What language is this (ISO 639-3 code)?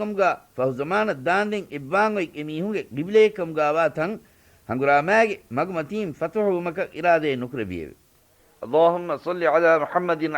div